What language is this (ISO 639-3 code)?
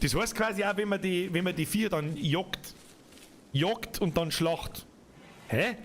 bar